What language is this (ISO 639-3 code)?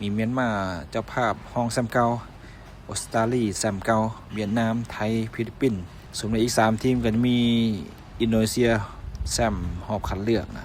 lao